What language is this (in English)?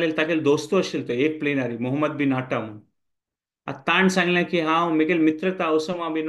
Konkani